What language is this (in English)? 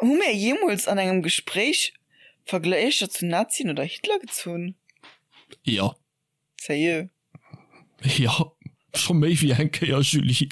Luxembourgish